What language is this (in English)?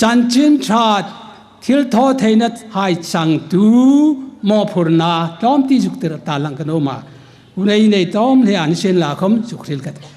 Hmar